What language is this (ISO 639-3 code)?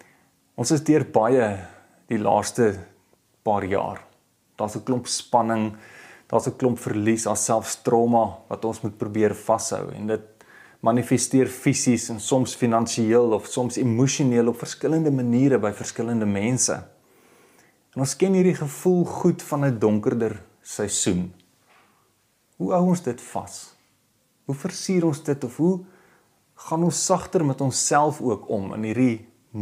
afr